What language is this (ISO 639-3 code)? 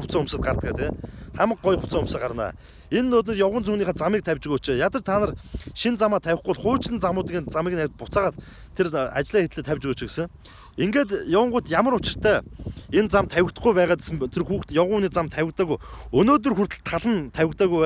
mon